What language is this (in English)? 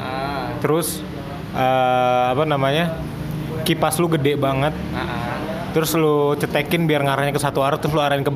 Indonesian